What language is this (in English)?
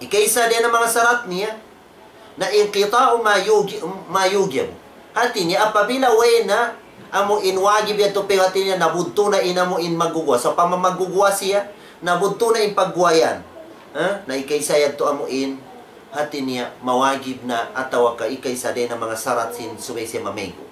Tausug